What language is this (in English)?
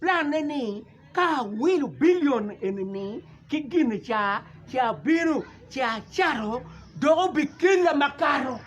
Acoli